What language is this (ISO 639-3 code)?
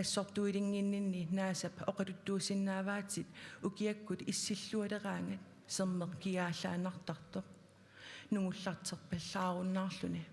kal